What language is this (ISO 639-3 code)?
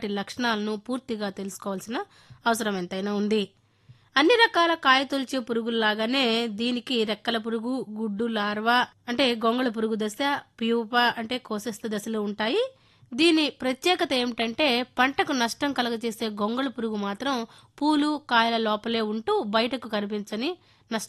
tel